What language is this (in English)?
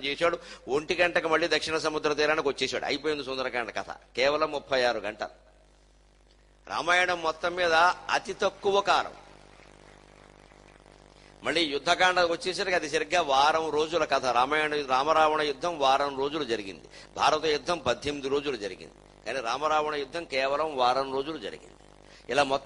Telugu